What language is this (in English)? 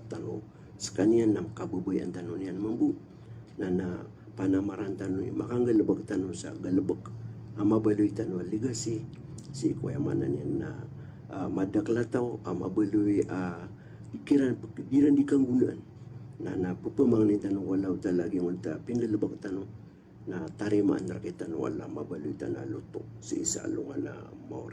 Maranao